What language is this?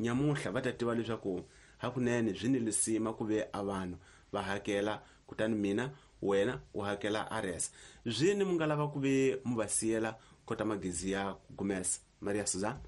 Tsonga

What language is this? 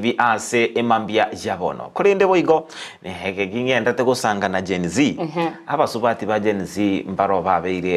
Gusii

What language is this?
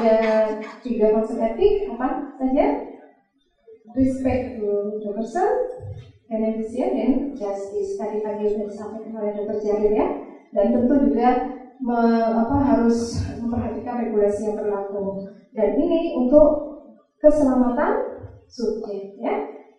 Indonesian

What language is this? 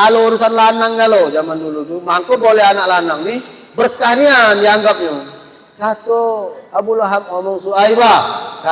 Musi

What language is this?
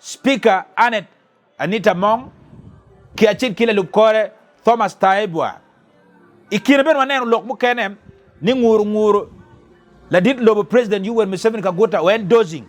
Acoli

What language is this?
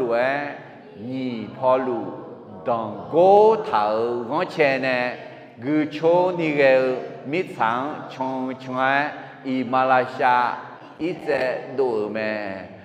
Akha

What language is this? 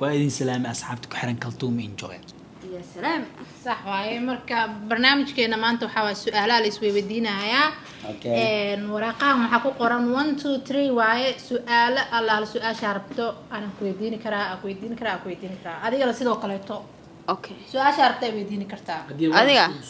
Somali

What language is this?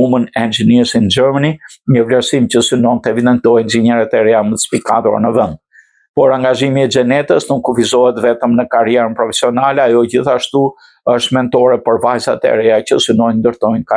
Albanian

